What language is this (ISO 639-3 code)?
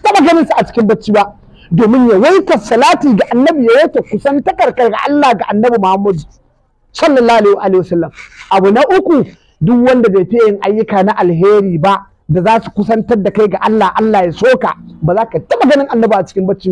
hau